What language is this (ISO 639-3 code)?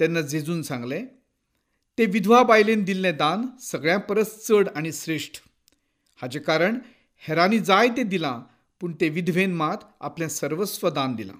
kok